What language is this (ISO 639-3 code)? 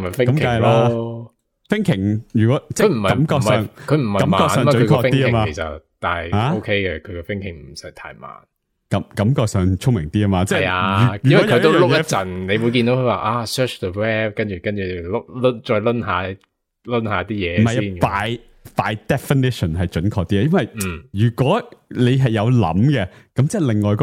yue